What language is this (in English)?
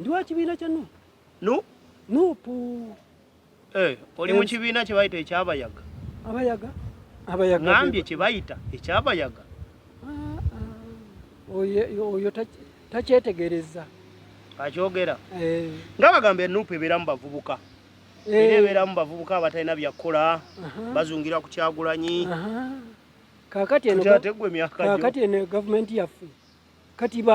Ganda